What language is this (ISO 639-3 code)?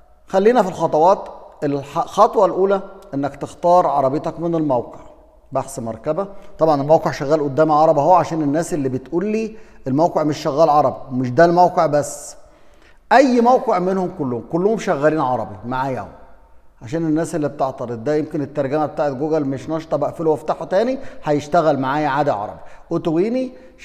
arz